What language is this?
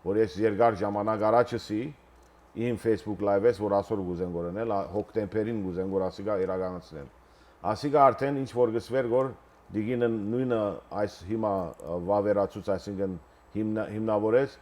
Western Armenian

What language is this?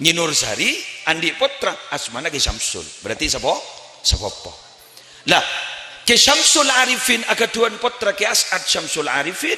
Madurese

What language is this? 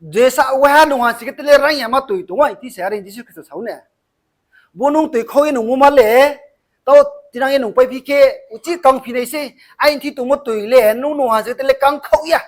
Riang (India)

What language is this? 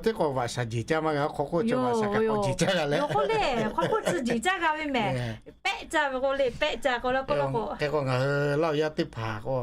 Lahu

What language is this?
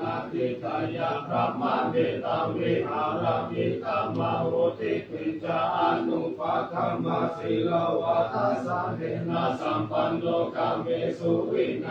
Pali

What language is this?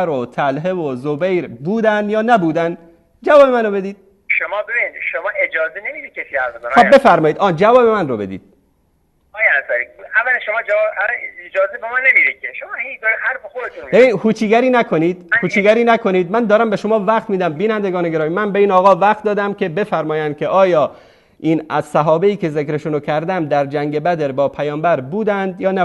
Persian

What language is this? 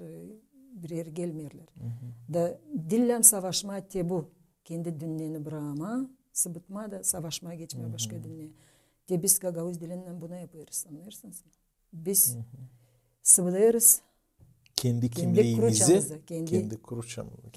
Gagauz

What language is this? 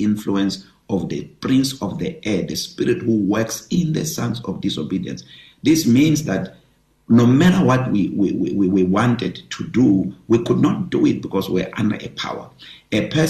English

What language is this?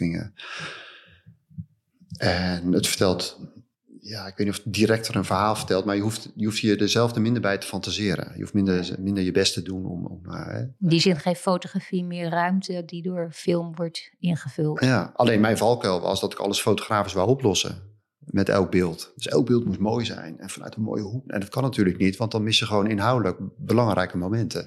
Dutch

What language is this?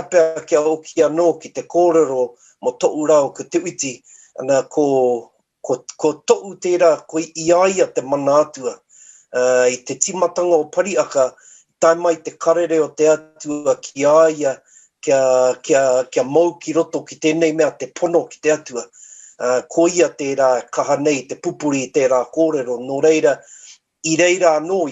Māori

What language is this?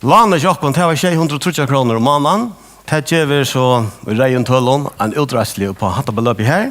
Faroese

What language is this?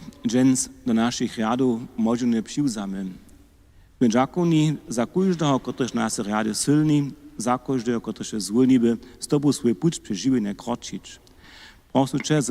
Upper Sorbian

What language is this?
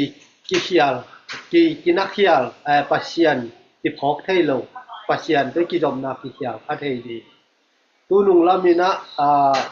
Tedim Chin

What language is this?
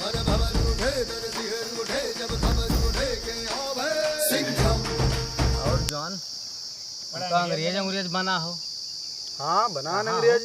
Awadhi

